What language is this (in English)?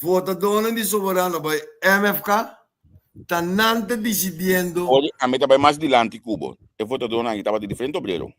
Papiamento